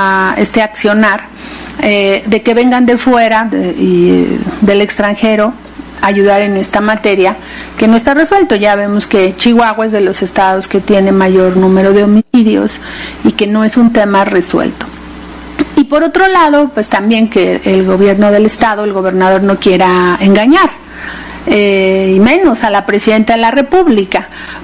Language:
Spanish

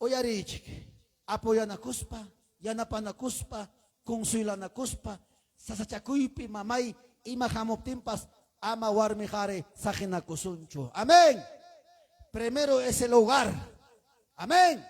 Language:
Ayacucho Quechua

